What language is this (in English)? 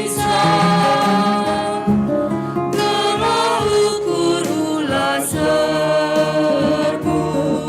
Batak Karo